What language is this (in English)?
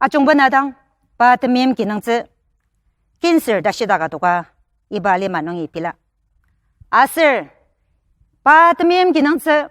Ao Naga